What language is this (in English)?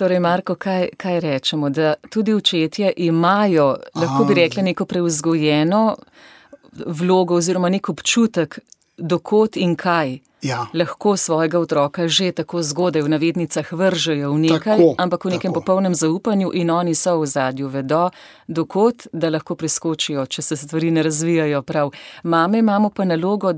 Slovenian